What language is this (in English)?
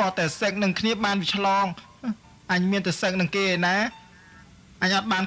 Khmer